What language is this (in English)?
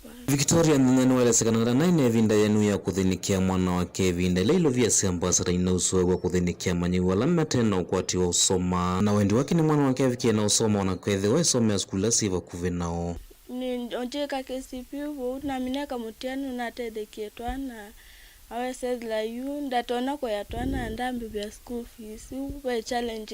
Kamba